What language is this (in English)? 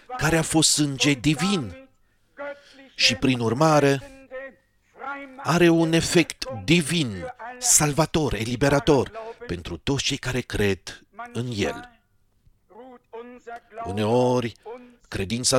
Romanian